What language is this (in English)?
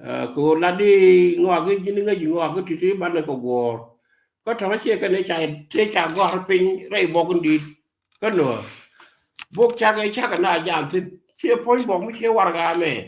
Nuer